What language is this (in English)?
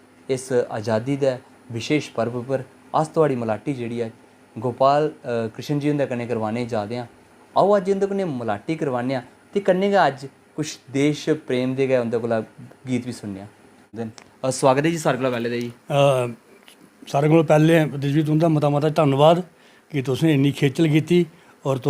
Dogri